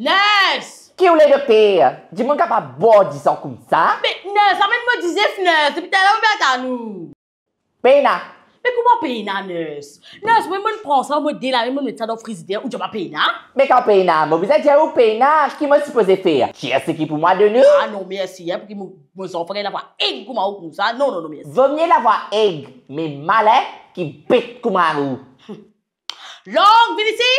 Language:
Morisyen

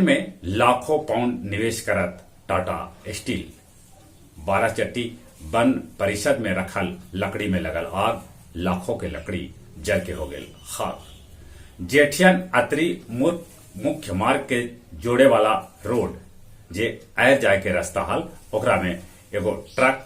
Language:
Magahi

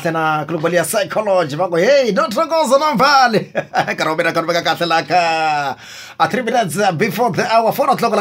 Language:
Tsonga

